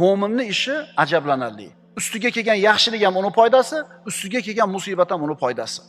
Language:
Uzbek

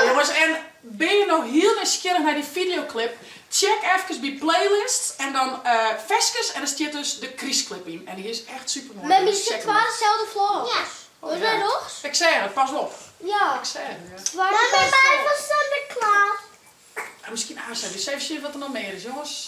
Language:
Western Frisian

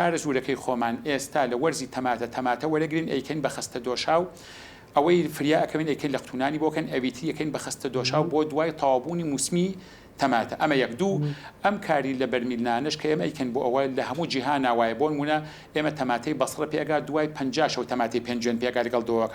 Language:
Central Kurdish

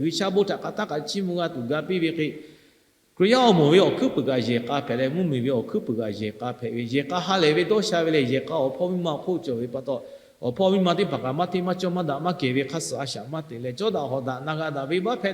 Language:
Lahu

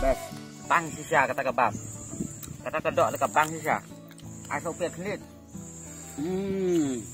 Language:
Khasi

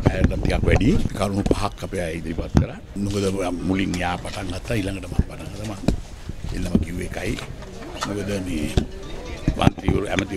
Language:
Sinhala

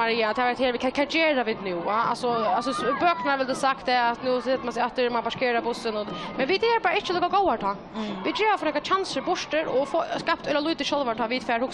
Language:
Faroese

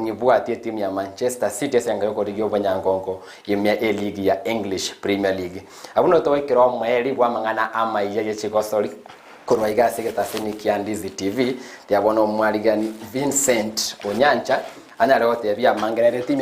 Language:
Gusii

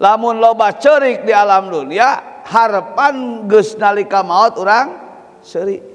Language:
Sundanese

